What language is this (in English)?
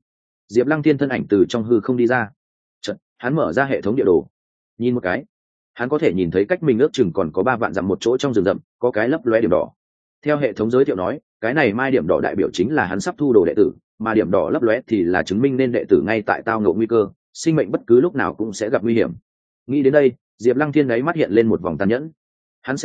Vietnamese